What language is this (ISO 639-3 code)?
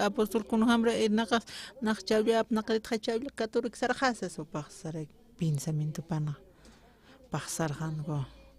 aym